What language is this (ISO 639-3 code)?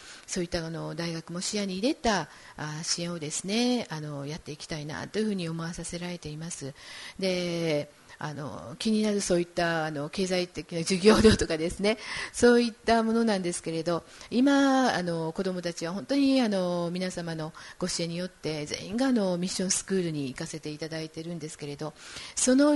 jpn